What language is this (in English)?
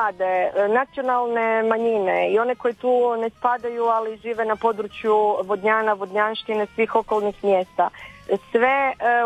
Croatian